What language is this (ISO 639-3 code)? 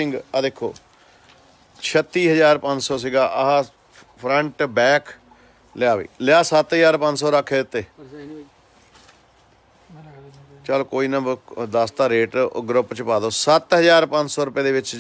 pan